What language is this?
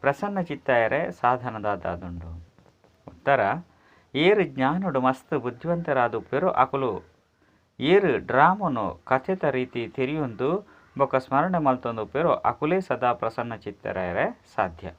Tulu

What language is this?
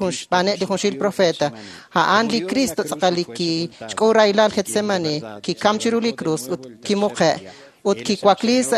Kekchí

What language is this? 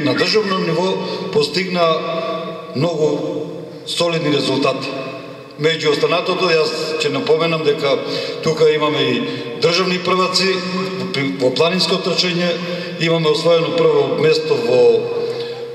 Macedonian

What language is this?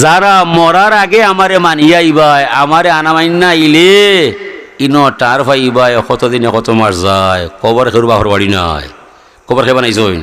Sylheti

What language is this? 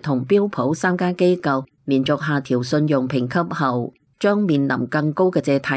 Cantonese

